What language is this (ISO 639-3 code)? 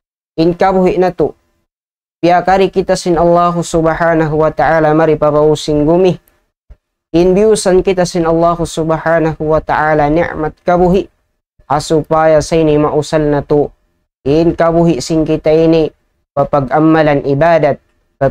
tsg